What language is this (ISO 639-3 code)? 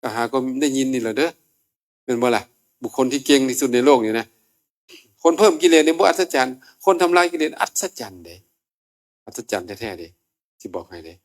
tts